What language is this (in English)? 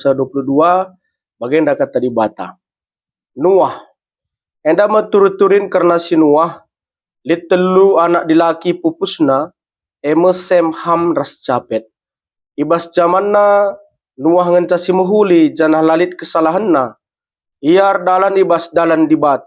Batak Karo